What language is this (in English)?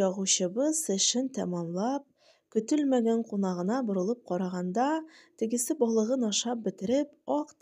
Tatar